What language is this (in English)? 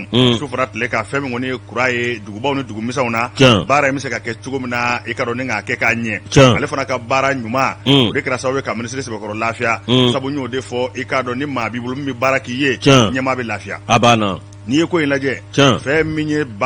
Bambara